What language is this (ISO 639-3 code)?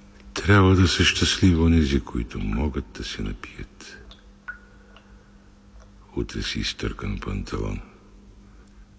bul